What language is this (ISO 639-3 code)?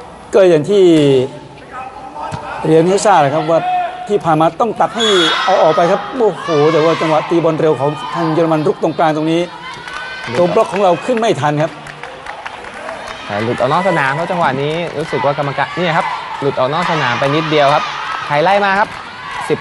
tha